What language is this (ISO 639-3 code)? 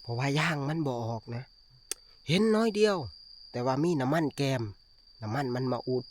tts